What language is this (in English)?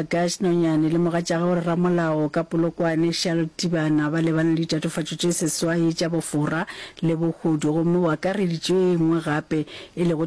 Northern Sotho